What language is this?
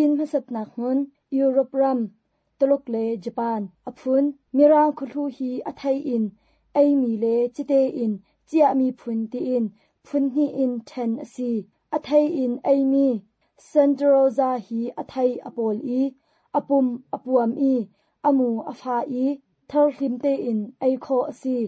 Hakha Chin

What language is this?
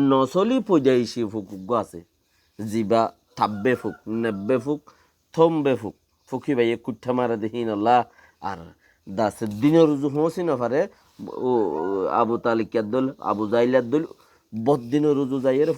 Rohingya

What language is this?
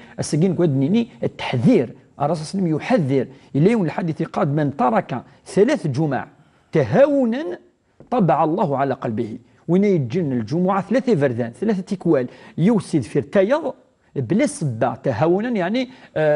Kabyle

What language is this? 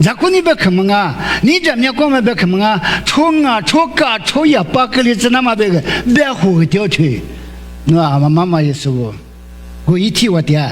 Lisu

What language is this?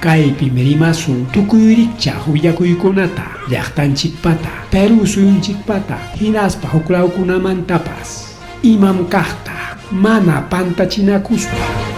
Ayacucho Quechua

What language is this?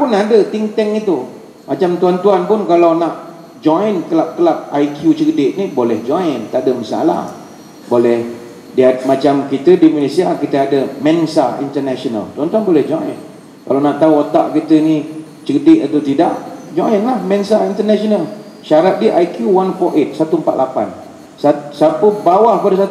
Malay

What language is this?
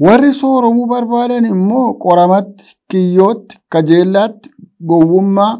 Oromo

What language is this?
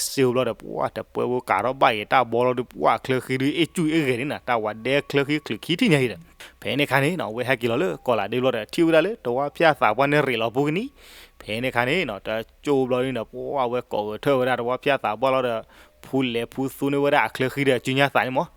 S'gaw Karen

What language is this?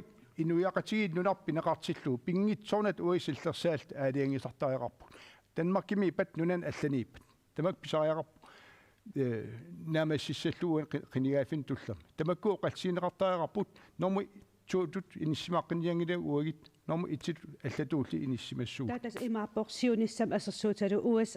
Kalaallisut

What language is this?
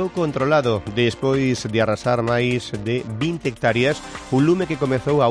Galician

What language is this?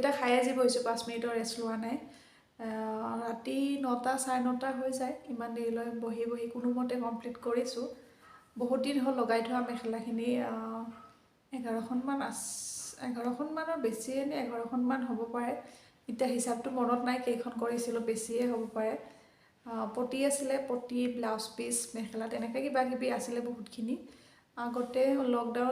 Assamese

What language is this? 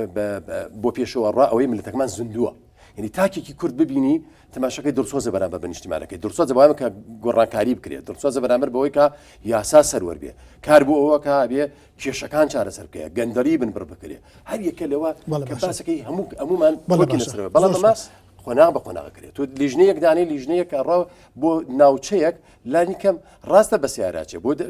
Central Kurdish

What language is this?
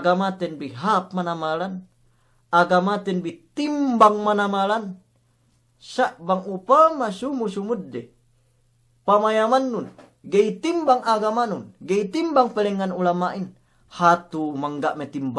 Yakan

